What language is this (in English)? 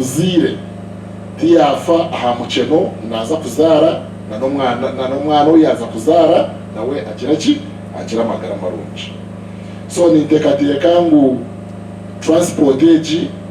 Nyankole